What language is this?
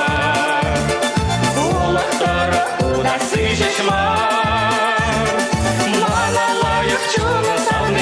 Chuvash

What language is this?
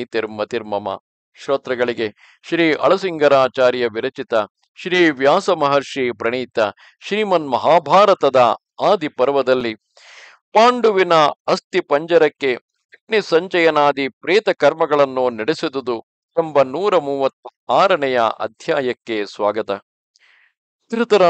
Kannada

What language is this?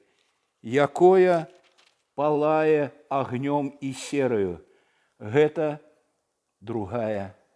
Belarusian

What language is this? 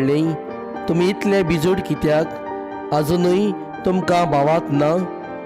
Konkani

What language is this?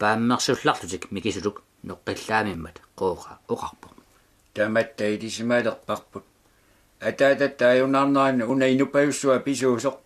Kalaallisut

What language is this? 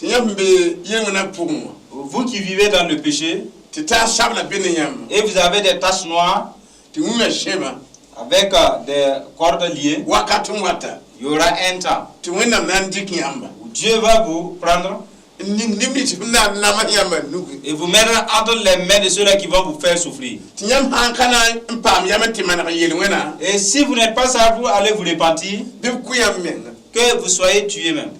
Mossi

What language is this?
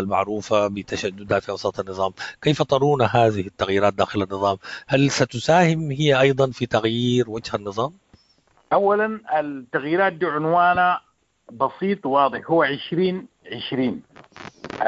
Sudanese Arabic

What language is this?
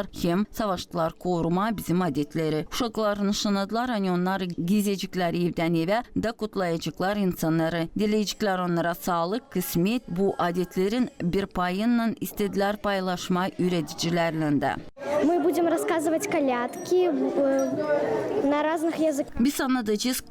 Gagauz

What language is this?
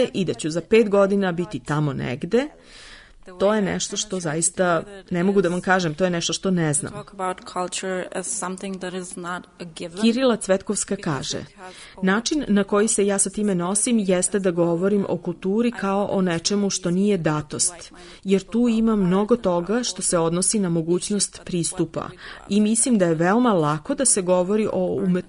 Serbian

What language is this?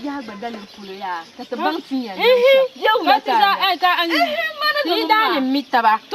Dagbani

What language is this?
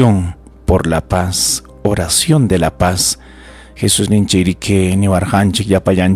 Ayacucho Quechua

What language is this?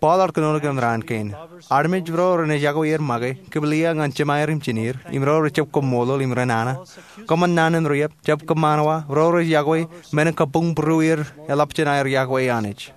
Marshallese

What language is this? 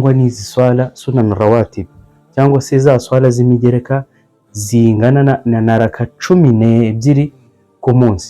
Kinyarwanda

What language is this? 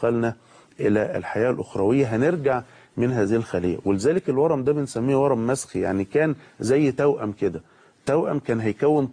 Egyptian Arabic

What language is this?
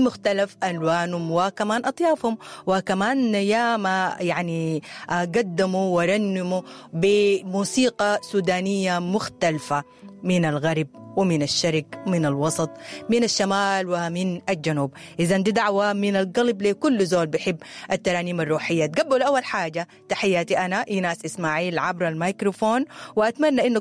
Sudanese Arabic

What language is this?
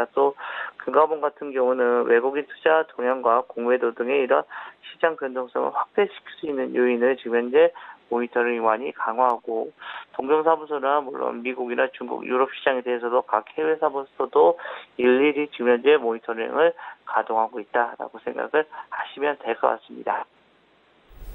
Korean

